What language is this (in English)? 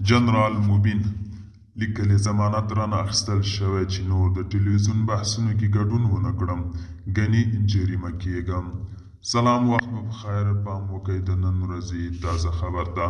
Pashto